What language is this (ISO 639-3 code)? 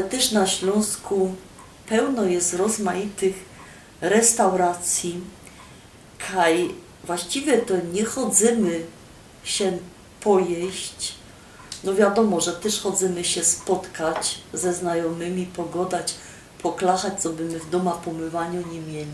szl